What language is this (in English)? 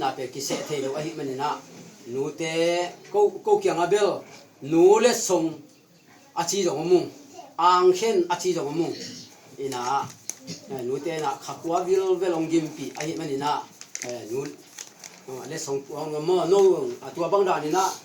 Tedim Chin